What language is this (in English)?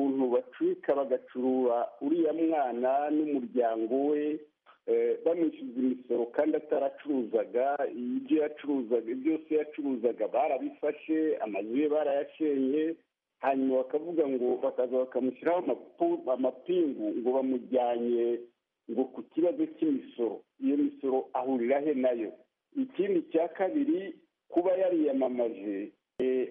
Kinyarwanda